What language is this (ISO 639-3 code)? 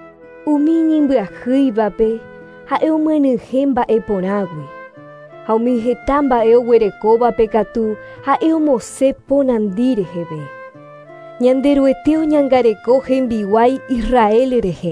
grn